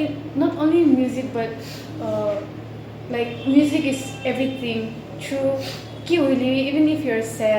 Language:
Naga Pidgin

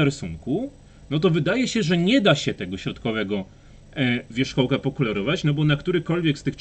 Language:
Polish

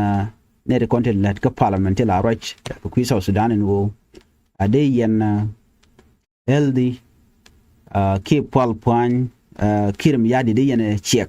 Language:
Nuer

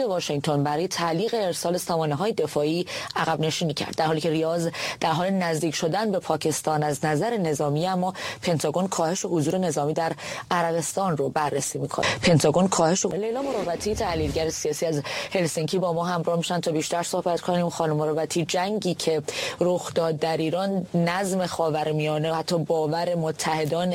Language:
Persian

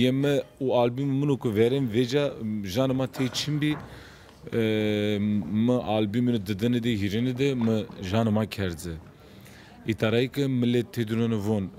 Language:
Zaza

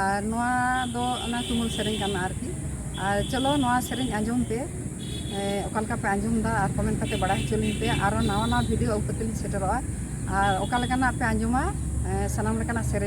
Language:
Santali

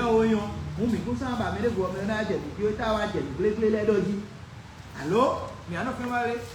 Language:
Fon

